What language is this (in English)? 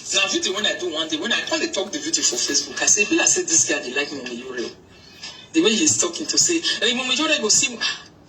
Nigerian Pidgin